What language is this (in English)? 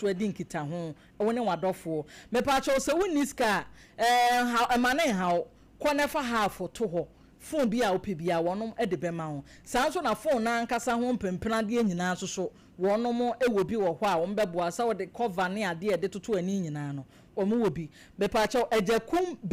Akan